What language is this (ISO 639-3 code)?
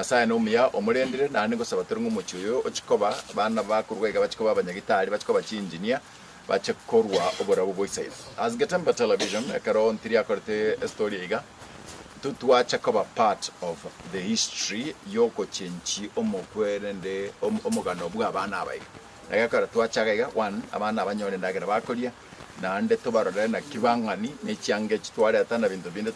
guz